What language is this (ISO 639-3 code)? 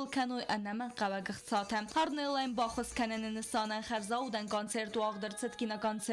oss